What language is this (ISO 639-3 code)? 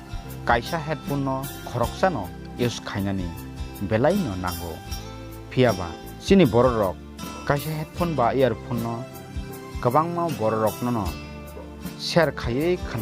trp